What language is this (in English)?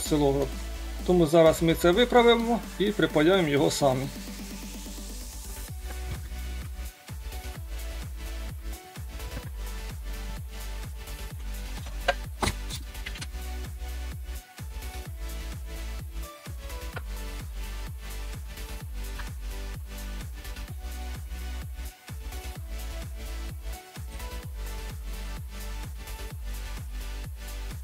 Ukrainian